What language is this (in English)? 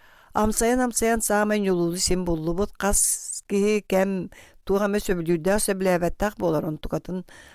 Yakut